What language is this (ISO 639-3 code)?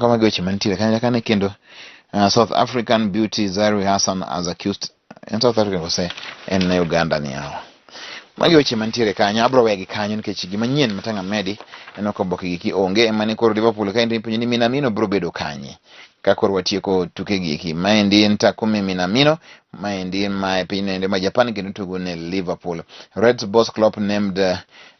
luo